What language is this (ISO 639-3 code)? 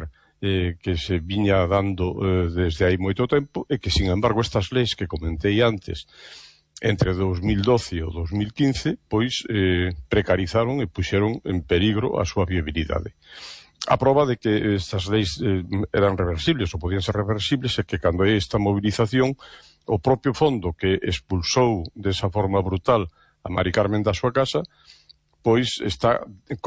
glg